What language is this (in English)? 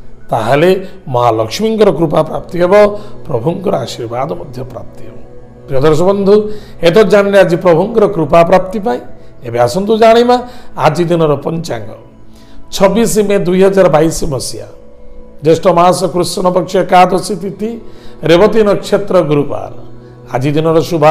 Odia